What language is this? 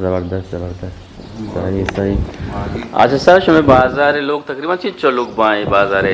Eastern Balochi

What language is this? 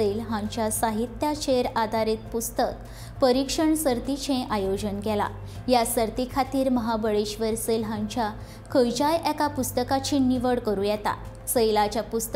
Konkani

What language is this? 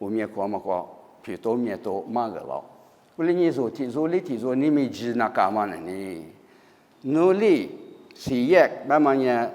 Lisu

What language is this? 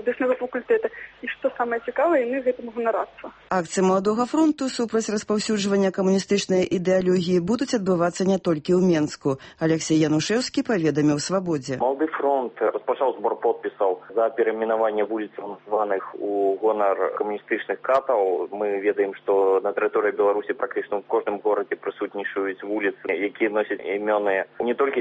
Belarusian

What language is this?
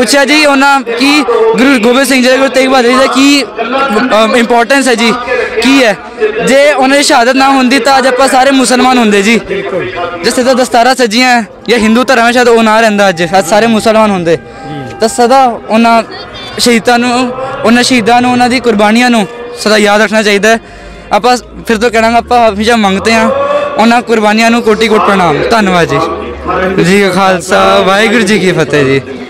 Punjabi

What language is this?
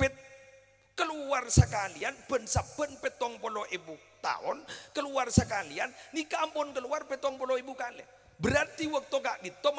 Madurese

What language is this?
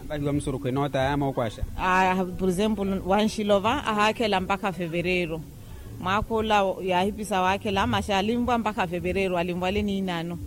Makhuwa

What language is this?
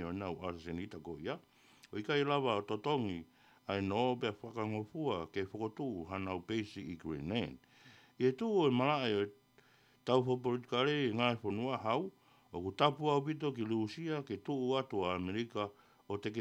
Tongan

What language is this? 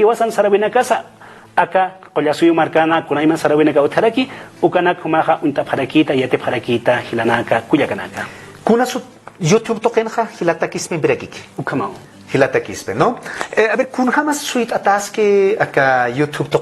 Aymara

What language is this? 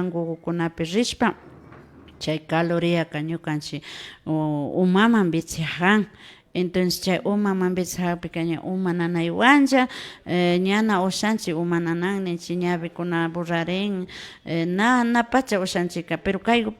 Imbabura Highland Quichua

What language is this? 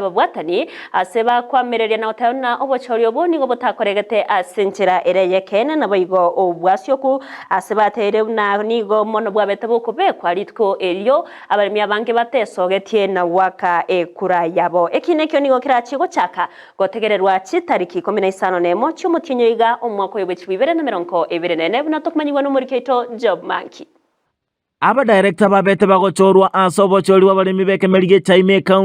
Gusii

